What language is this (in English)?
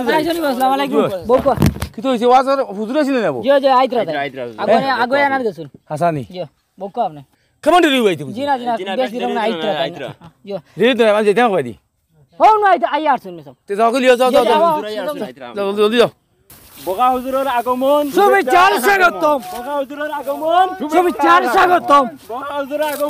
Sylheti